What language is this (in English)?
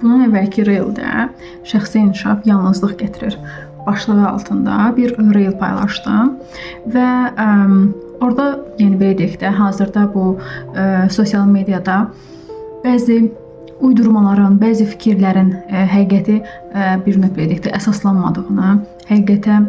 Azerbaijani